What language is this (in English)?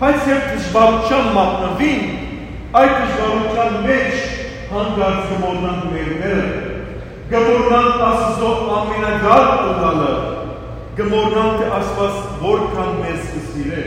Western Armenian